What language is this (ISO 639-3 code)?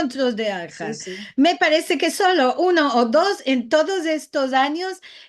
lad